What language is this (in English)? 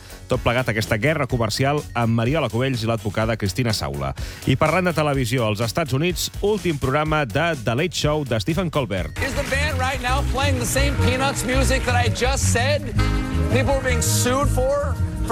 Catalan